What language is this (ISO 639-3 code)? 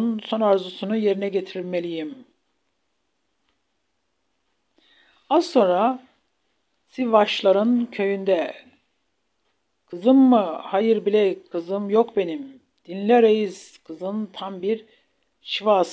tur